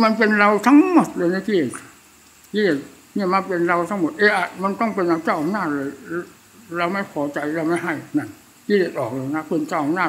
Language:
Thai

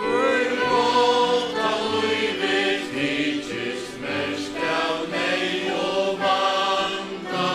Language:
Faroese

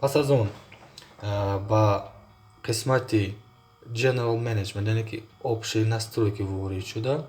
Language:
Tajik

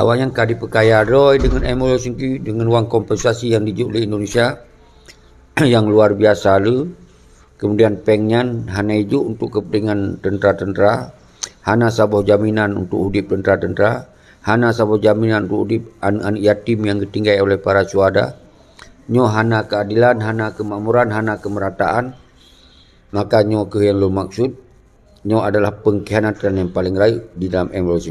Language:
Achinese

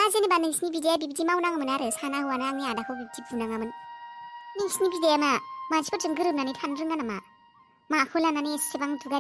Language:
Bodo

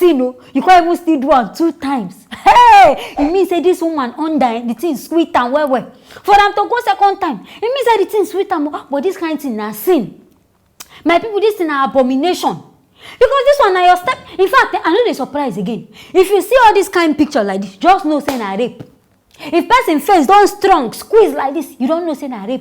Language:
Nigerian Pidgin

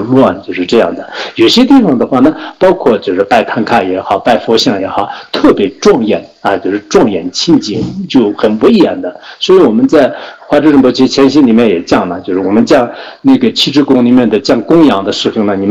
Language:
Chinese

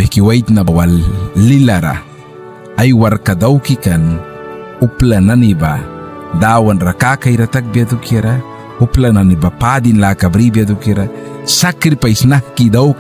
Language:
Mískito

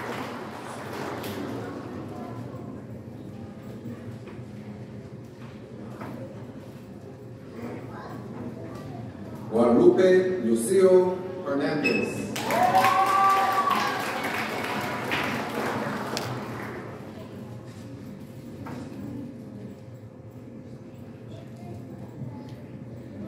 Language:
English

